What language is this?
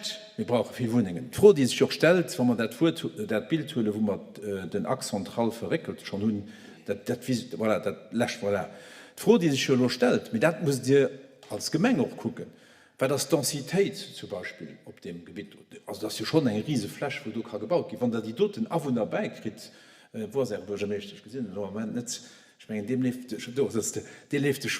Luxembourgish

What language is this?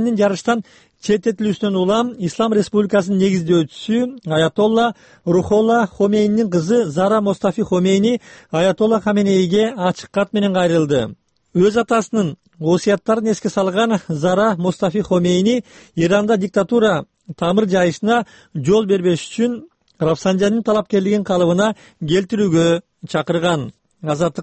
Kyrgyz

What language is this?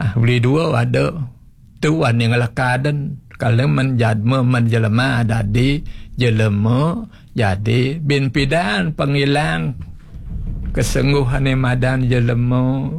Balinese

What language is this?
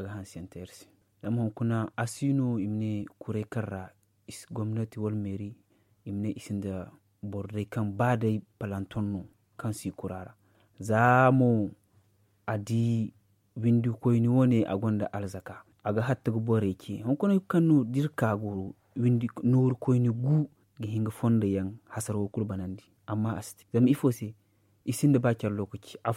Zarma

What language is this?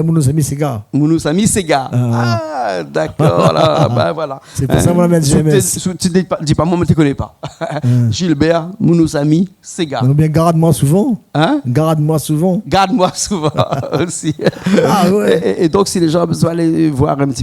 Réunion Creole French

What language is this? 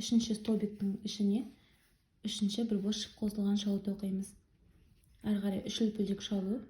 Kazakh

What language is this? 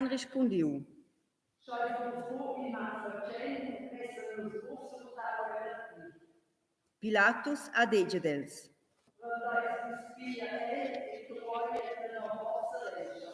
Romansh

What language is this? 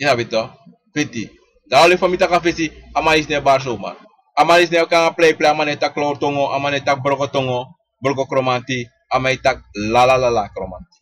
Sranan Tongo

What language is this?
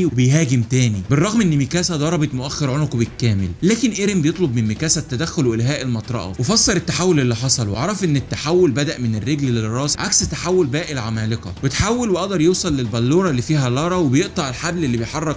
Egyptian Arabic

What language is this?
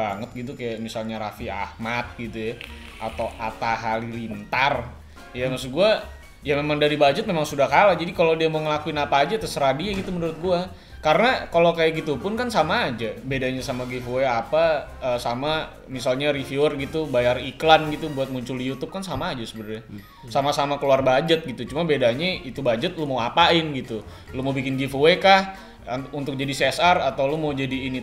Indonesian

